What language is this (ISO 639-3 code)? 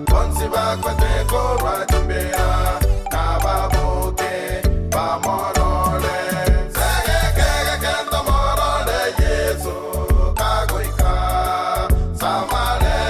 guz